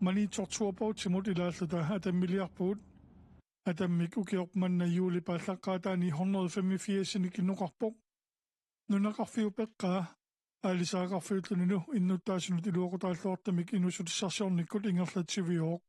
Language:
Kalaallisut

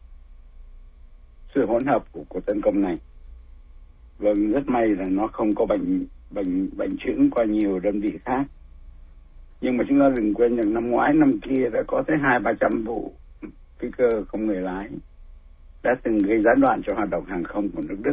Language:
Vietnamese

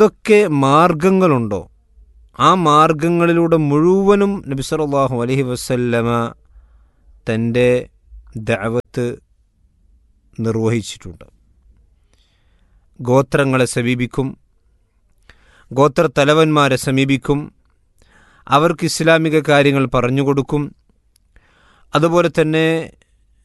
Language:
Malayalam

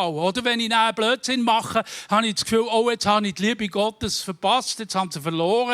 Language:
Swiss German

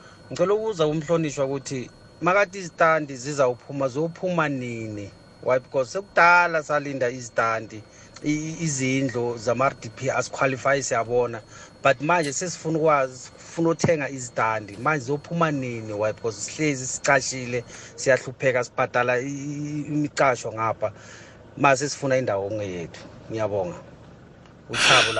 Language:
South Ndebele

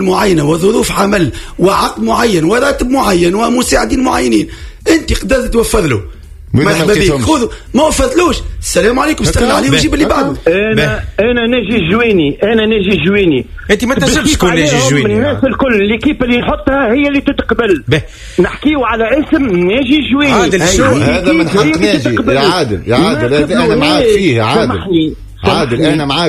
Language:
Tunisian Arabic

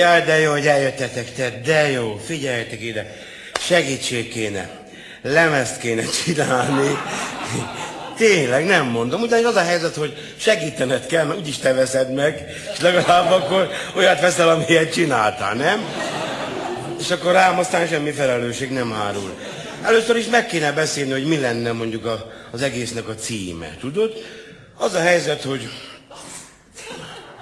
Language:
Hungarian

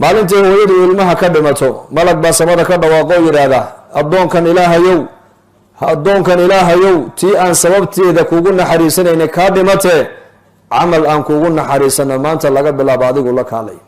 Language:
Somali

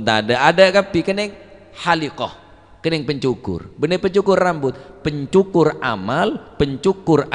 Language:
Madurese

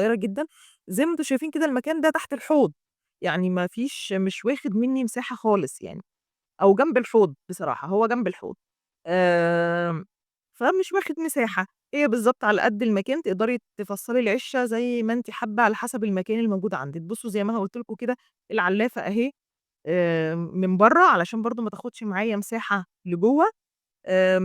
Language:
Egyptian Arabic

